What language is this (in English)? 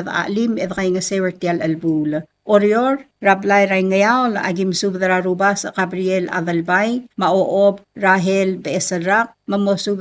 Palauan